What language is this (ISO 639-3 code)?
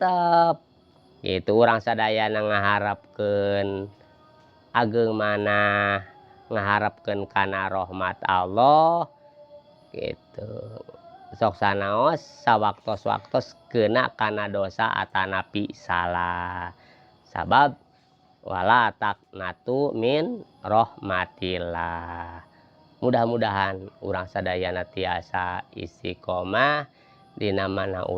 sun